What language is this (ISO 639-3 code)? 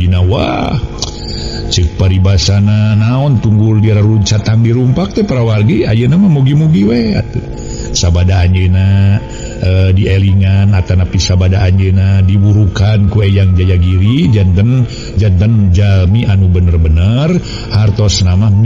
sun